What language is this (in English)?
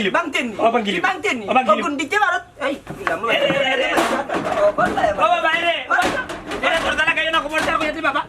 Sylheti